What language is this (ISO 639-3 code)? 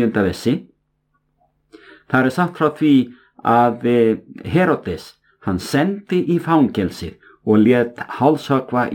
isl